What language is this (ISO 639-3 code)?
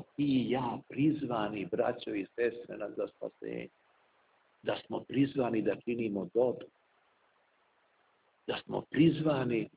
srp